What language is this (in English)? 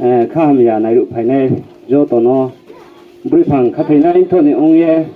Riang (India)